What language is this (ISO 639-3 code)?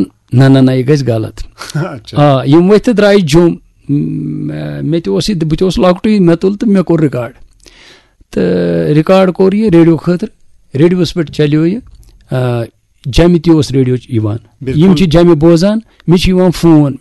kas